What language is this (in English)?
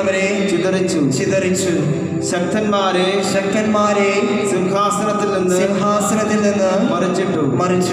Malayalam